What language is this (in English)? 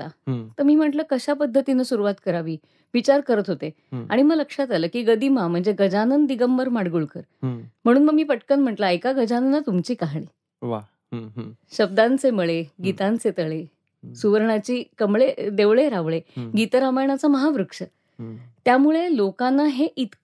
Marathi